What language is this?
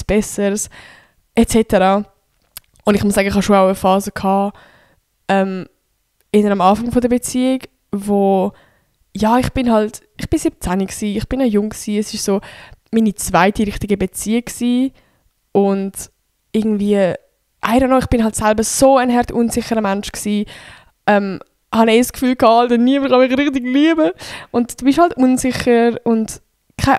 Swiss German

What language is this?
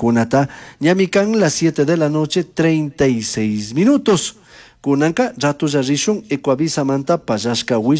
Chimborazo Highland Quichua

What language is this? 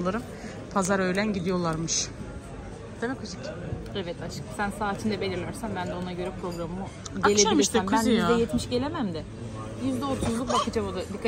Turkish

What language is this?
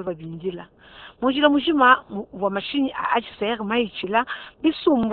Luba-Lulua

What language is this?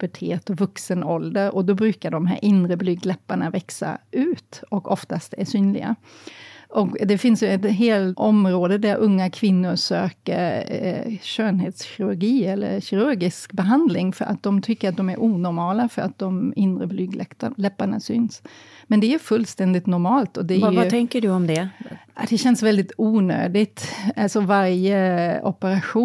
Swedish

